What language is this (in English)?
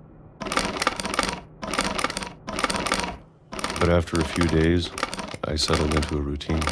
English